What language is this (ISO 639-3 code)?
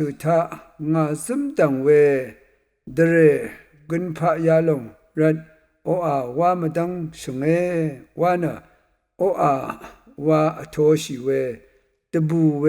raw